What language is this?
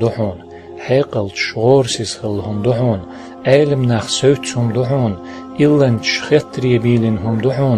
Chechen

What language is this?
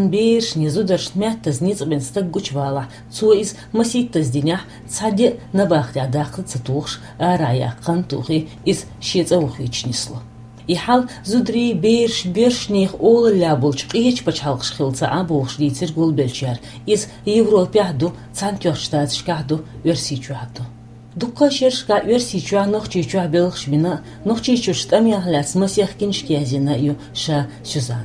Chechen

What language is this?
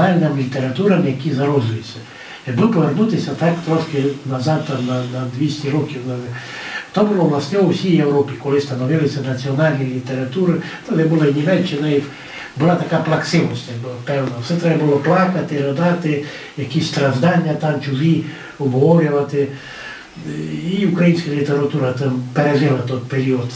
Rusyn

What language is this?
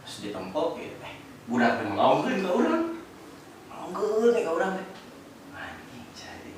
Sundanese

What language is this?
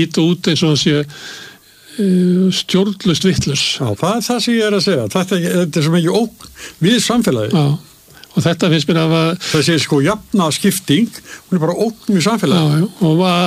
Icelandic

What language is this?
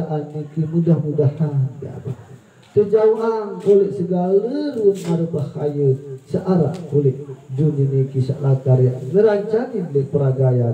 Sasak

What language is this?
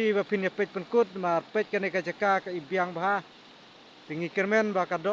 Khasi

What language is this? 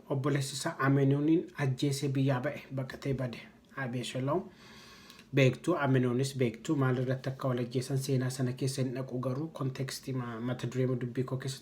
Oromo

